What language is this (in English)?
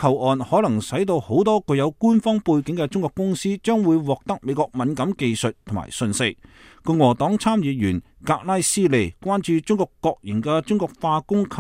Cantonese